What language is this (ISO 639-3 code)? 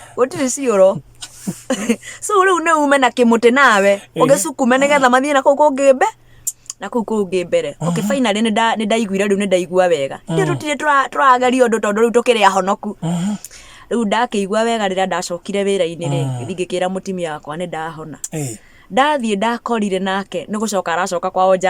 kik